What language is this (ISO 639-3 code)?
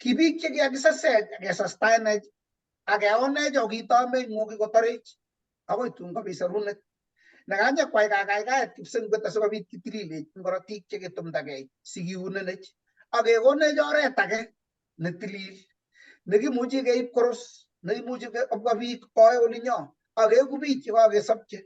kln